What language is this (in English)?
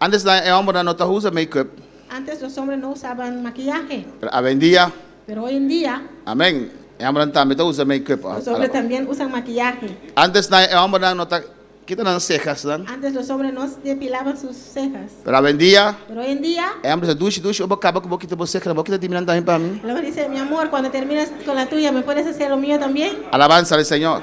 Papiamento